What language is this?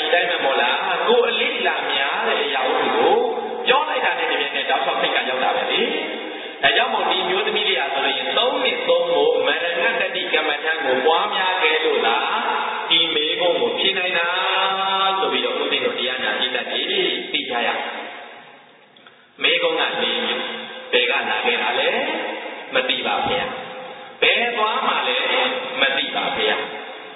Burmese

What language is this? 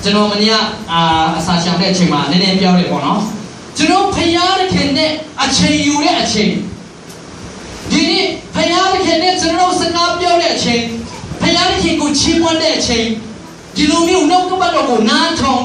Burmese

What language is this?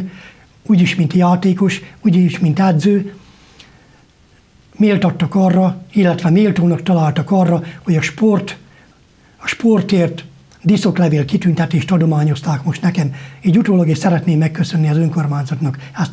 Hungarian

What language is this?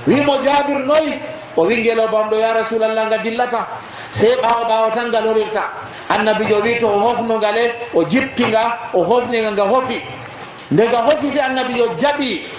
Nigerian Fulfulde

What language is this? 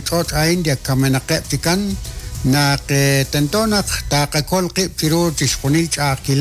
Kekchí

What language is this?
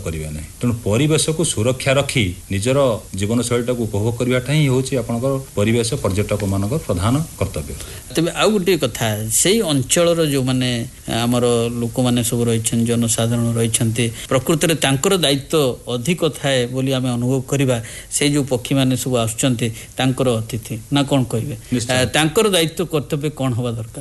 Odia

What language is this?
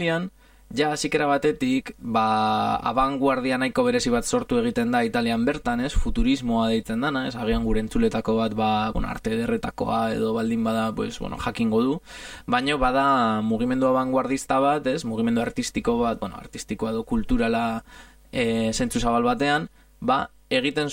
Basque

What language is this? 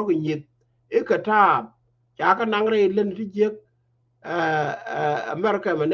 Nuer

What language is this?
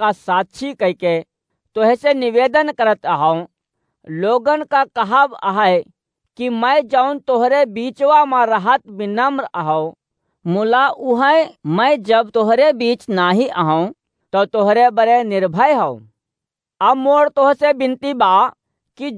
Awadhi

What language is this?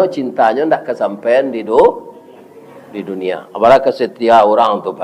Minangkabau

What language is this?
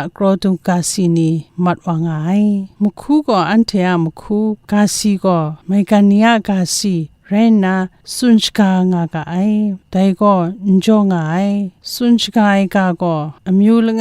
Kachin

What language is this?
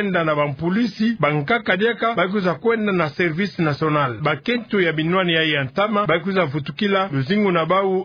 Kituba (Democratic Republic of Congo)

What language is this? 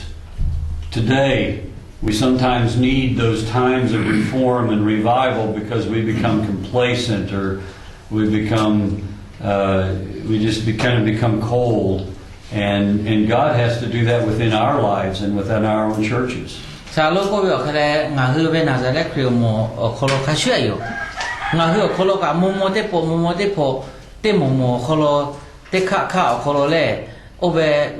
Lahu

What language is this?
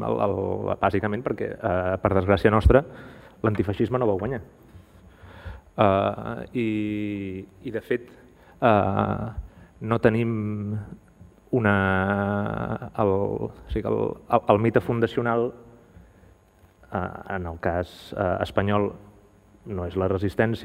Catalan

